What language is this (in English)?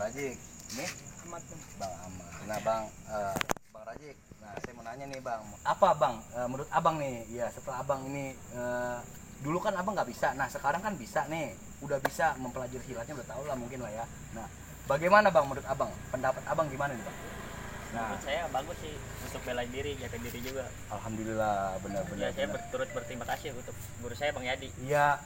Betawi